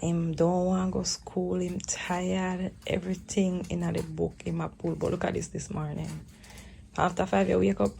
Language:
Jamaican Creole English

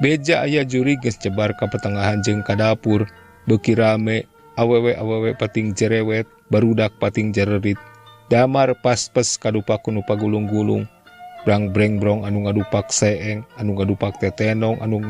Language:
Sundanese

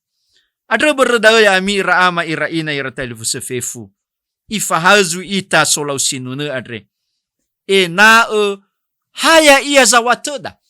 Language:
Nias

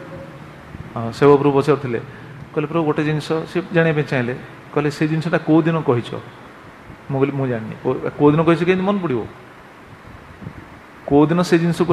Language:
Odia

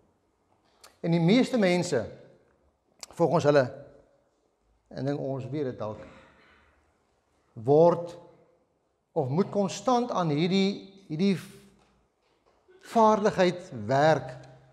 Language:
Afrikaans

